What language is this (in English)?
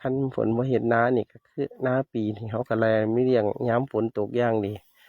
Northeastern Thai